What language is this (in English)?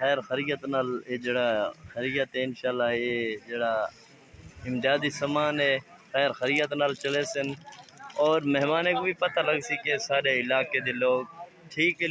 Saraiki